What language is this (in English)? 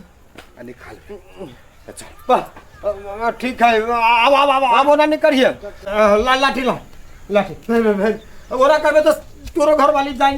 Maithili